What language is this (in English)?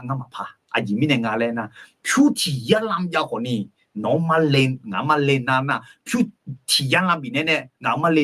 Akha